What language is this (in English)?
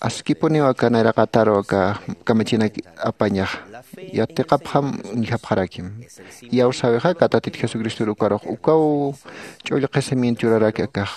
Aymara